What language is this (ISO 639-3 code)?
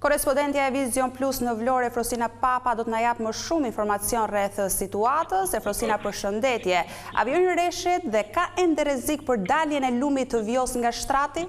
sqi